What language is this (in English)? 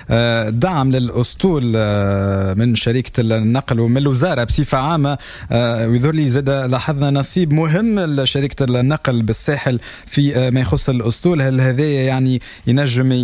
Tunisian Arabic